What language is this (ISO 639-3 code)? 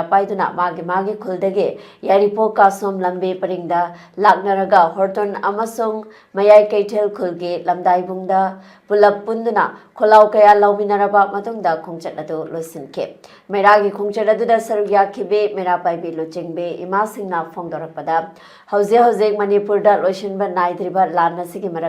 mni